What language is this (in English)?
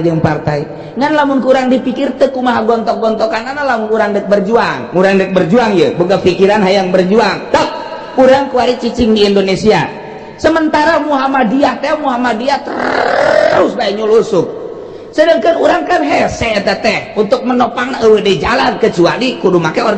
Sundanese